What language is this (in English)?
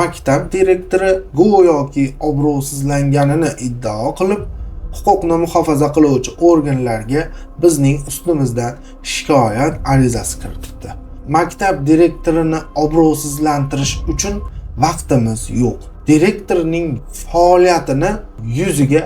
Uzbek